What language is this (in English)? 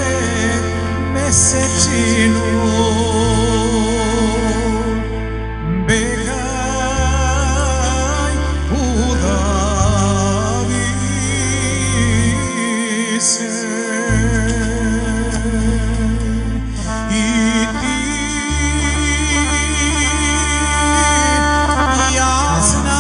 Serbian